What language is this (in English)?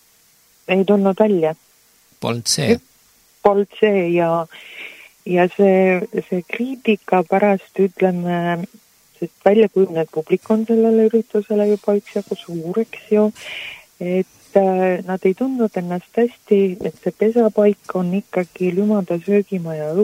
Estonian